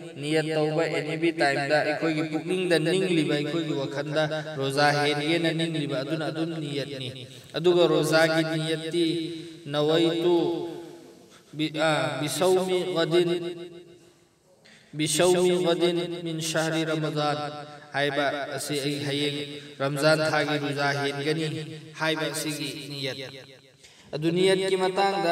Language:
Manipuri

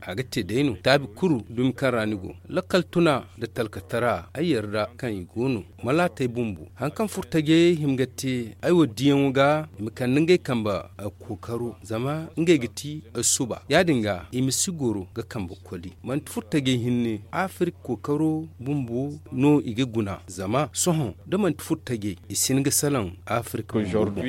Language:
Zarma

